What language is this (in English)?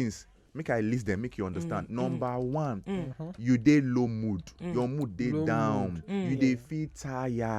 Nigerian Pidgin